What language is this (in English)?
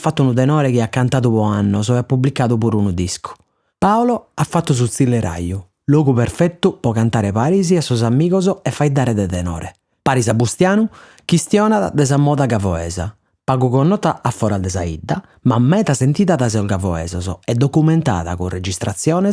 Sardinian